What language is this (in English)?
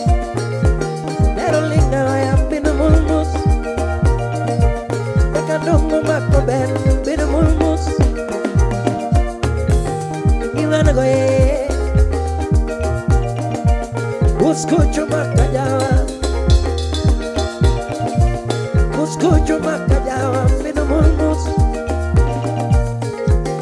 Luo (Kenya and Tanzania)